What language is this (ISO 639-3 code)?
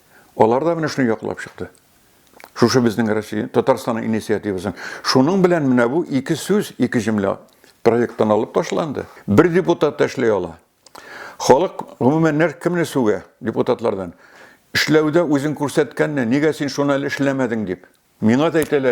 tat